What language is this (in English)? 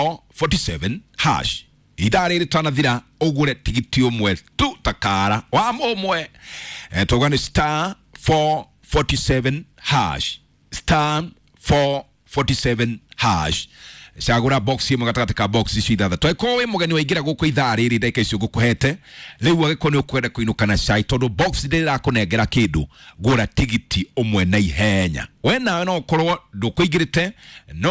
Kikuyu